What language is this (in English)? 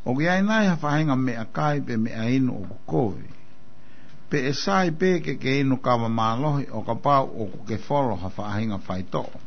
Tongan